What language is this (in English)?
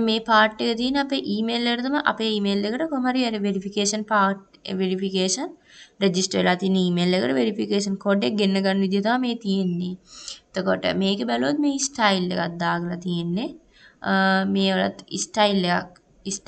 Sinhala